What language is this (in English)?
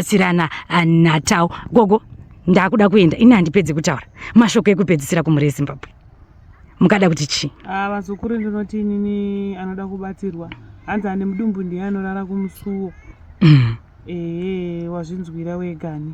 Shona